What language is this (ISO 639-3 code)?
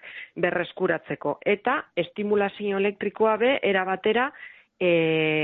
eus